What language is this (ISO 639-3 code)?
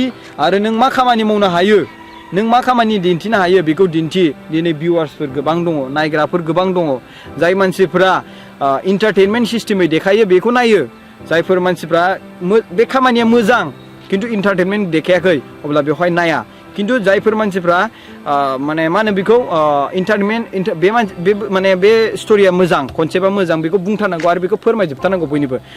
brx